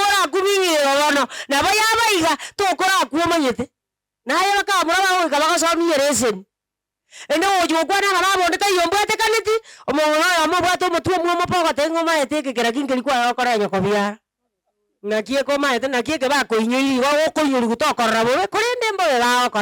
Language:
Gusii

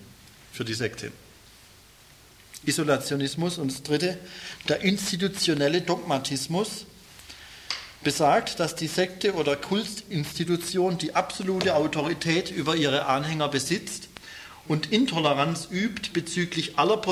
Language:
German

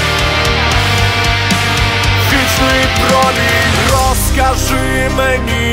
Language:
Ukrainian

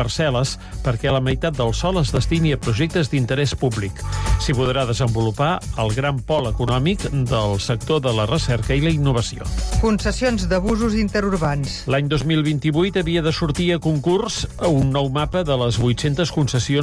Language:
Catalan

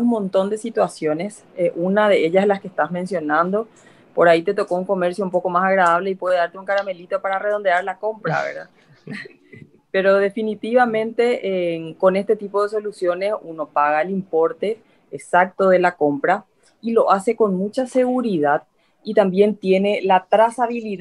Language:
Spanish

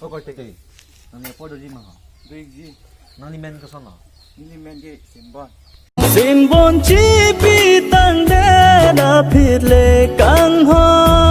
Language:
Karbi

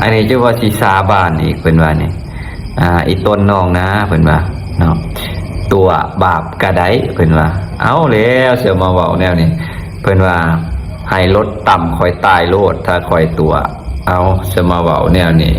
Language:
Lao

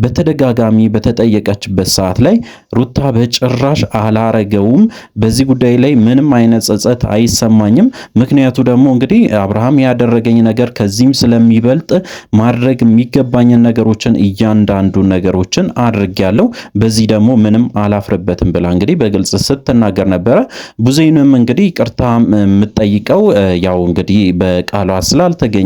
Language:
Amharic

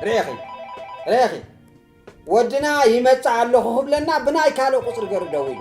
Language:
Tigrinya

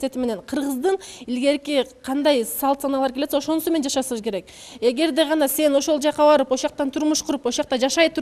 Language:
Kyrgyz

